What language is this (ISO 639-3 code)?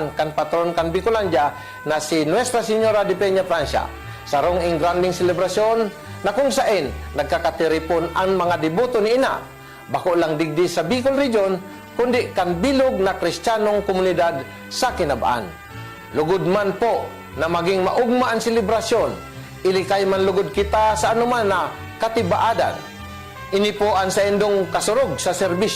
bik